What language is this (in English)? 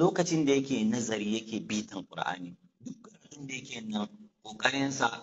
Hausa